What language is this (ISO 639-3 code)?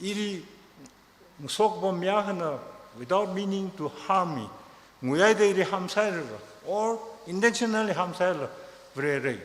nmf